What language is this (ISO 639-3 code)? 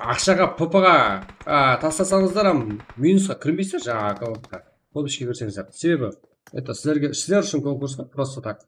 kaa